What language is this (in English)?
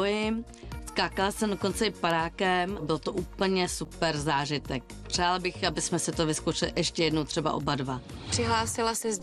Czech